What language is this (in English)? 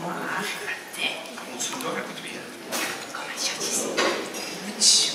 Limburgish